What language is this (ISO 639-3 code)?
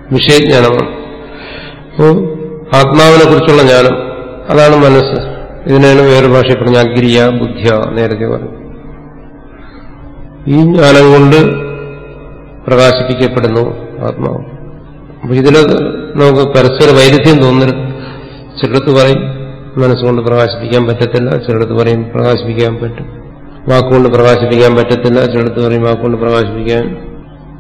mal